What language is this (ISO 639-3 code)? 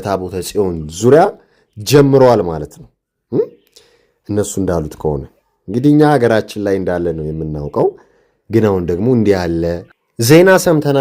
amh